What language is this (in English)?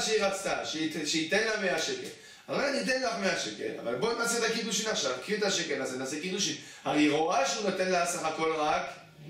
Hebrew